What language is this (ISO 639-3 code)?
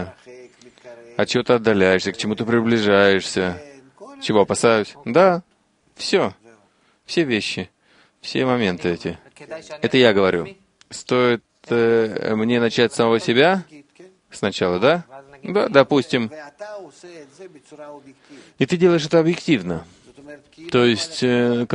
rus